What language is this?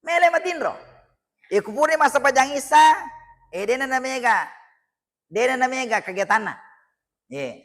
Buginese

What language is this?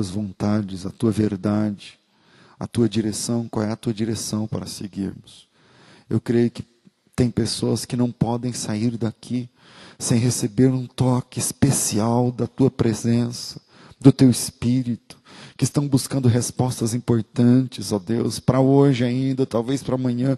Portuguese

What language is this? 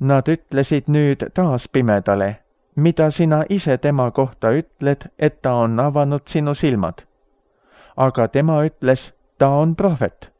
Estonian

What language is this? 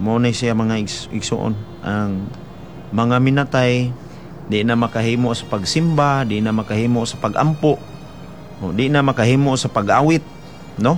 Cebuano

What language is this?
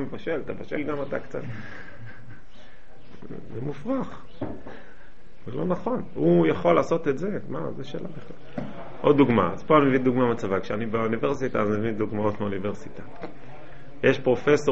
Hebrew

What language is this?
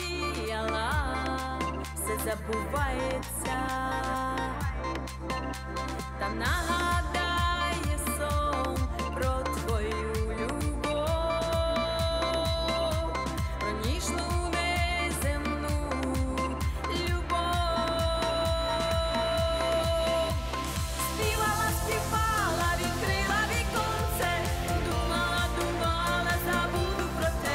Ukrainian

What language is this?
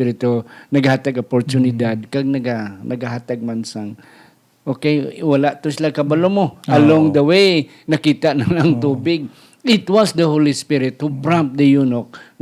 Hiligaynon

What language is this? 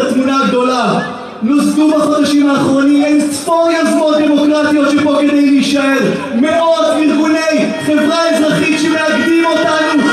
Hebrew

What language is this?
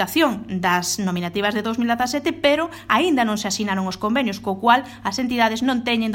Galician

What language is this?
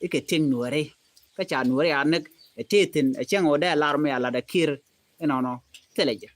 Nuer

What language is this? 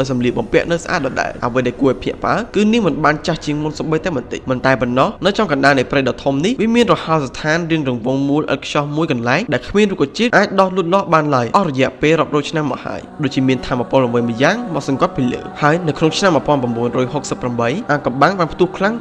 Khmer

